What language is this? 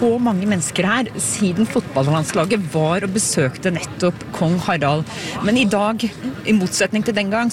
Norwegian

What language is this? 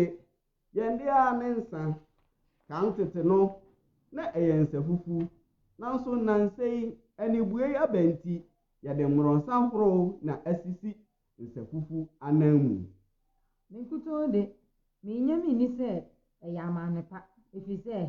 Akan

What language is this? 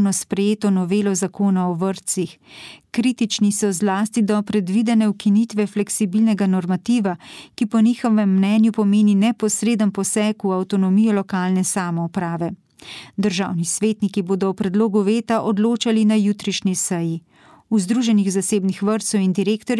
Slovenian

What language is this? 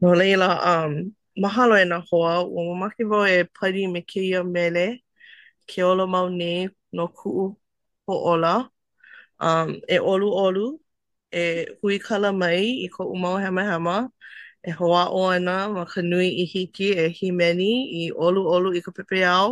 Hawaiian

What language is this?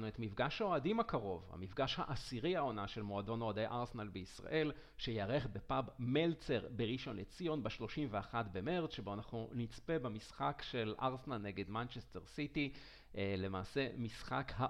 Hebrew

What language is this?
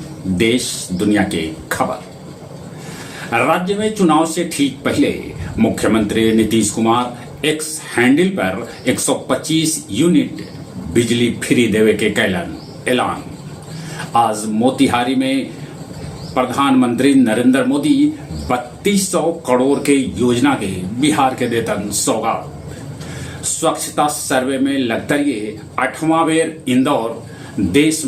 Magahi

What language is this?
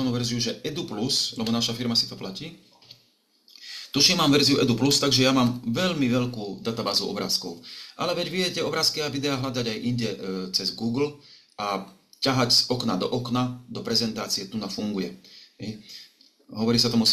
Slovak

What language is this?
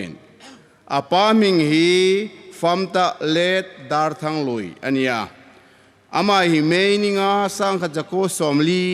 Hmar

